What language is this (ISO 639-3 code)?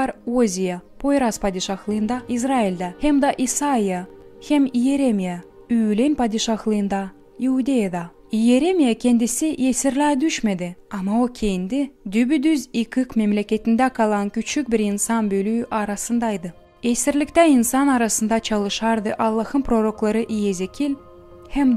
gag